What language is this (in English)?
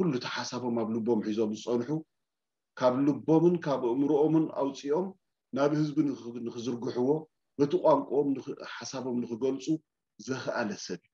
Tigrinya